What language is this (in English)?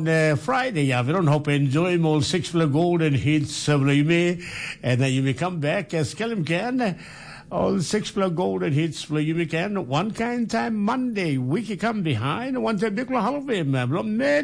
Tok Pisin